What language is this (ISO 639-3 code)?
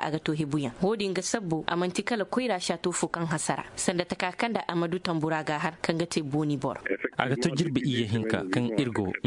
ses